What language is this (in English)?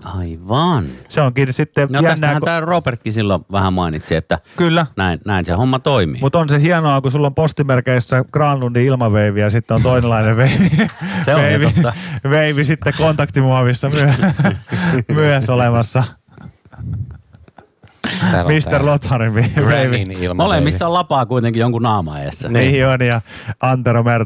Finnish